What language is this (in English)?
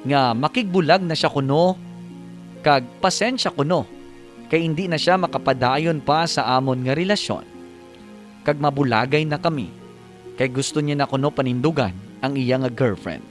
Hiligaynon